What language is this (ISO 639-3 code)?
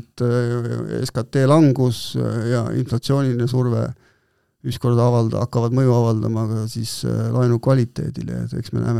est